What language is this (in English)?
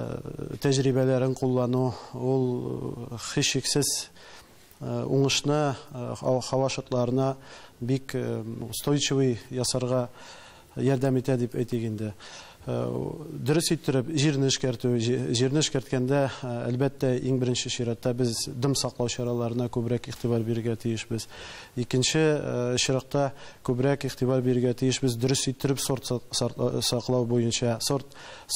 Tatar